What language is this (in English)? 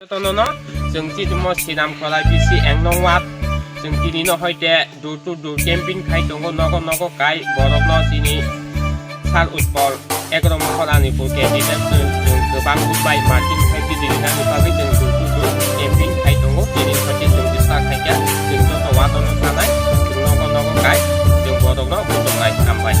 Kok Borok